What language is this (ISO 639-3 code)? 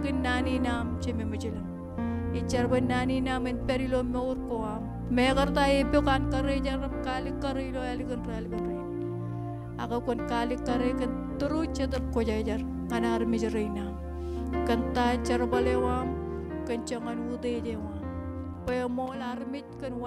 mah